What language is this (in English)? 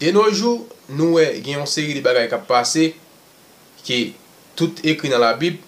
Haitian Creole